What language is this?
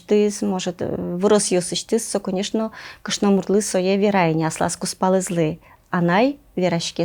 Udmurt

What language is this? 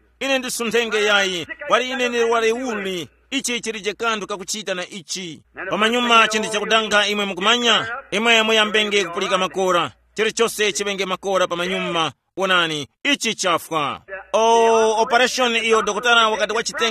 Tumbuka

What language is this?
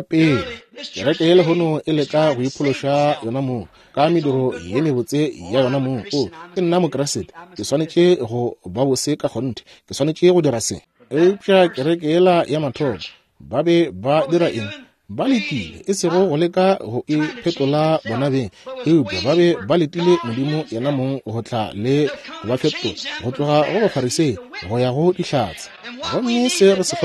Northern Sotho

